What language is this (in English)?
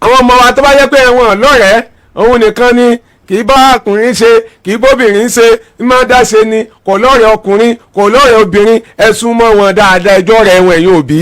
Yoruba